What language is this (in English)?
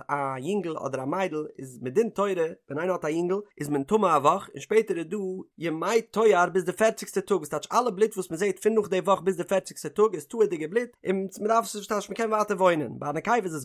Yiddish